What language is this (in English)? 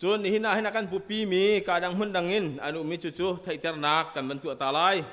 Hakha Chin